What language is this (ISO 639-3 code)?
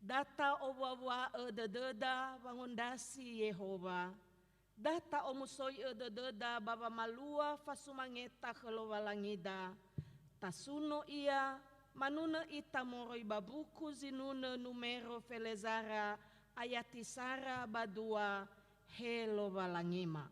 nia